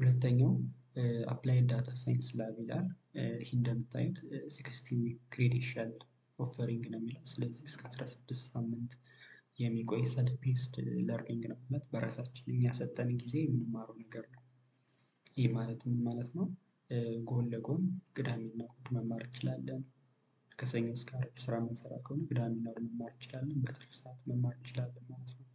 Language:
Amharic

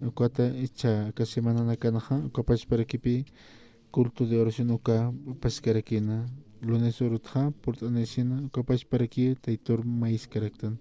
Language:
Aymara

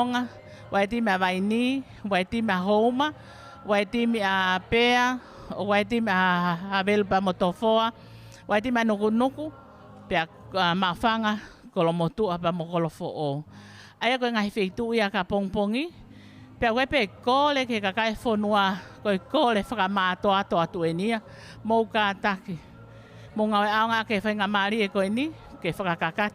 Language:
Tongan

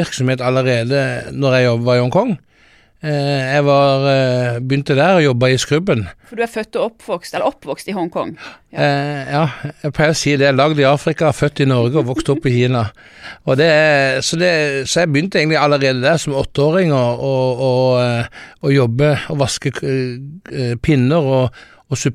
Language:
Norwegian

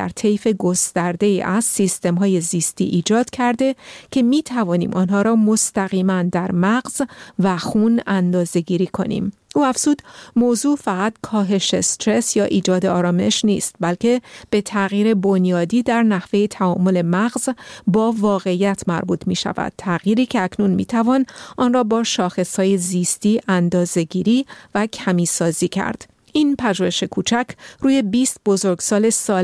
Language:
Persian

